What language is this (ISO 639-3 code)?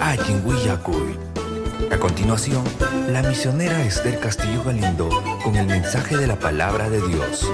quy